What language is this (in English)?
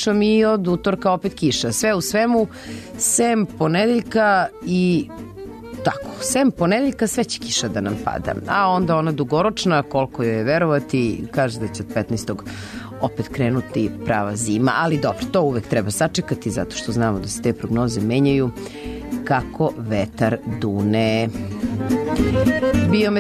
Serbian